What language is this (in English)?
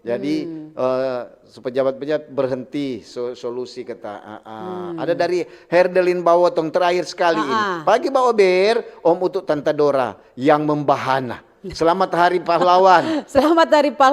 Manado Malay